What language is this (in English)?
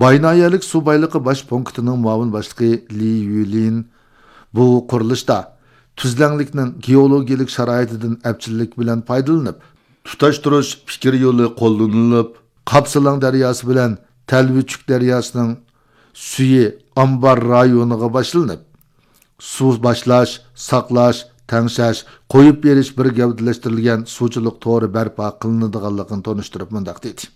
Uyghur